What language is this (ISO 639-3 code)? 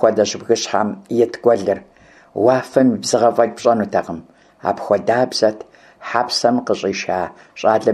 kbd